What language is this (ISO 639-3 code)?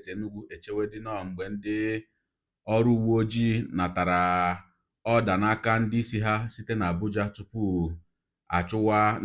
ibo